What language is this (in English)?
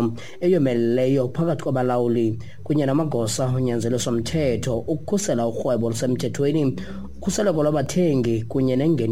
Xhosa